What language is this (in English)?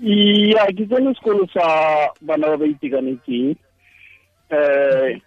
Tswana